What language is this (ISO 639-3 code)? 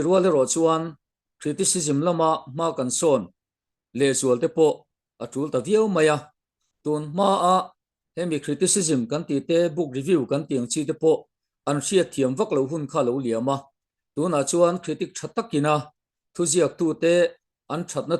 lus